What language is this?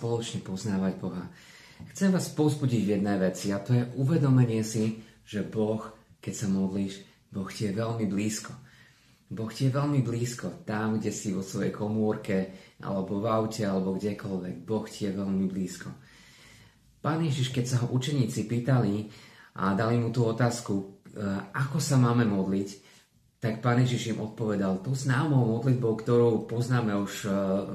Slovak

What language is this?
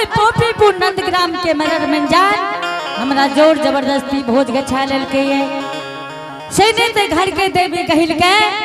Angika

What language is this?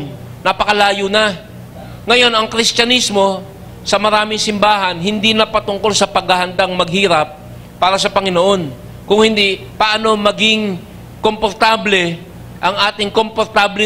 Filipino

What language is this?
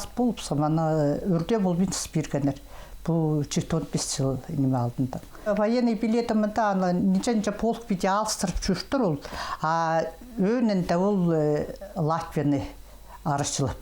Khakas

